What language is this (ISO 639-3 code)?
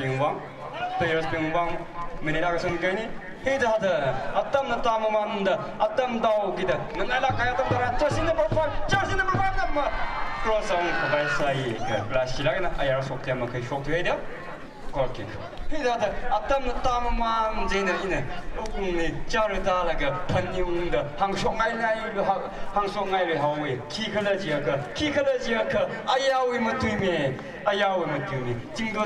nmf